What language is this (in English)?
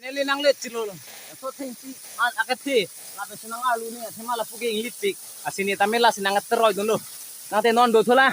Karbi